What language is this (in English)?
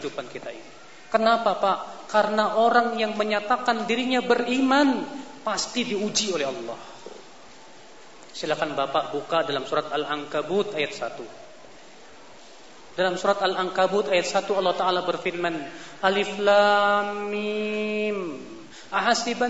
Indonesian